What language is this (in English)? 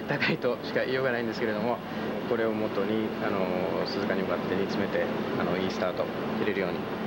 Japanese